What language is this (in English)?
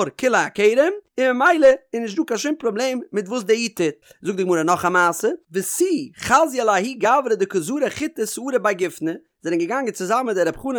Yiddish